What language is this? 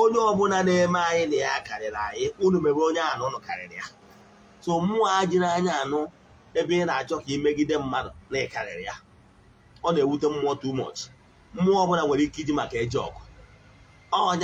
Igbo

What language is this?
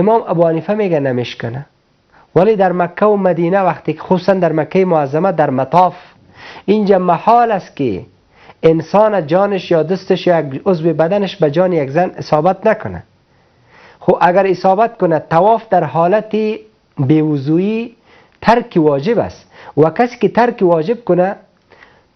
Persian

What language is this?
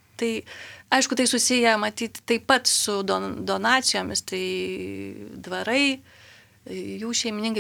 Lithuanian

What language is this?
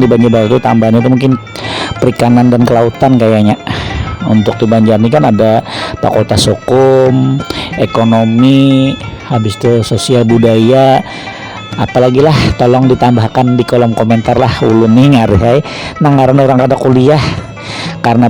Banjar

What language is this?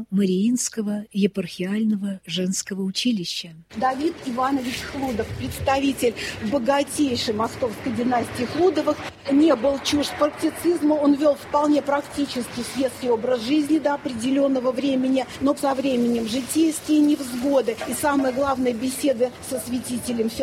Russian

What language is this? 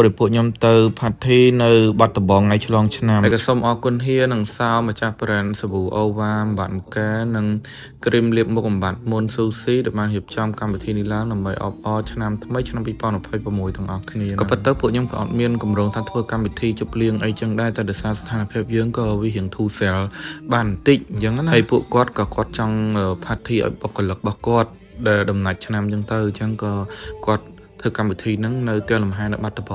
Khmer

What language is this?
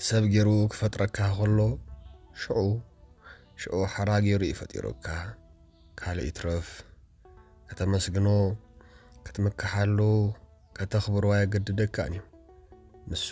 Tigrinya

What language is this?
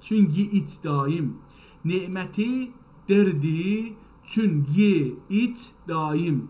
South Azerbaijani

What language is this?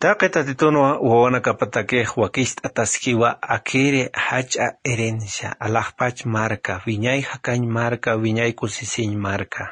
Aymara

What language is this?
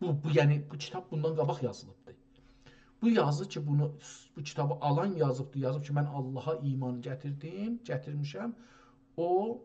South Azerbaijani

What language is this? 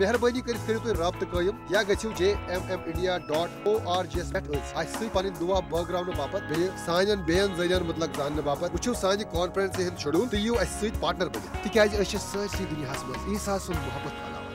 Kashmiri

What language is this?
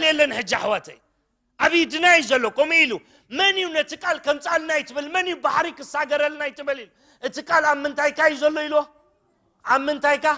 Tigrinya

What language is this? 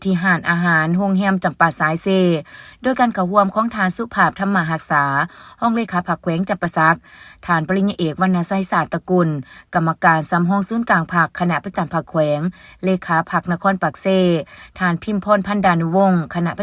Lao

